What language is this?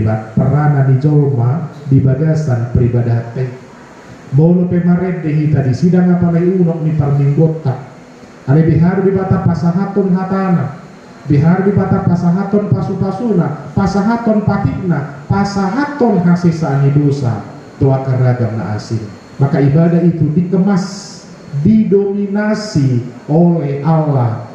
Batak Toba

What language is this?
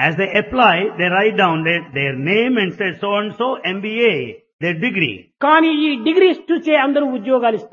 Telugu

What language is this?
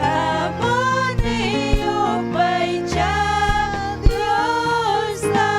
Ayacucho Quechua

